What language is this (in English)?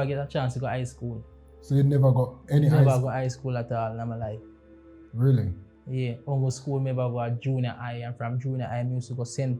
Jamaican Creole English